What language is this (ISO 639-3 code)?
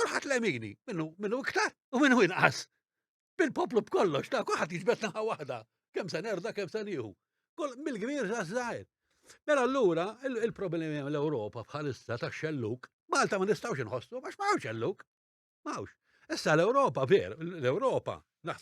mlt